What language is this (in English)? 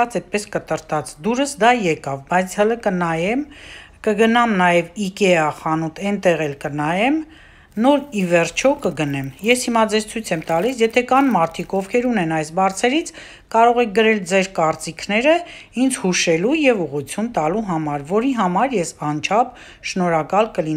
Armenian